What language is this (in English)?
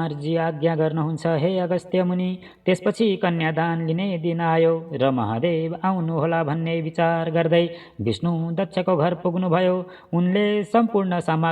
Nepali